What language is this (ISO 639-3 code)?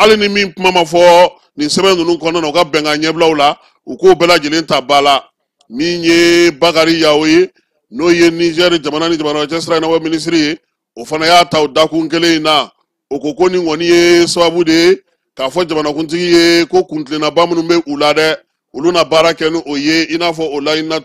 bam